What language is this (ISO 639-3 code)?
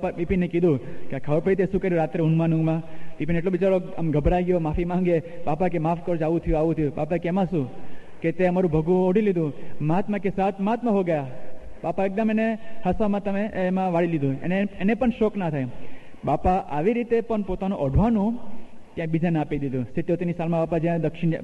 guj